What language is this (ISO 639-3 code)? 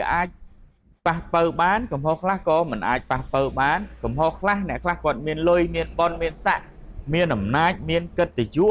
khm